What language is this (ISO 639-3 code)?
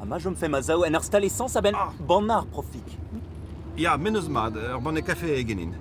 bre